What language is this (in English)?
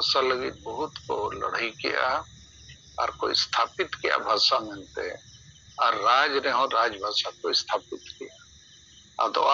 Santali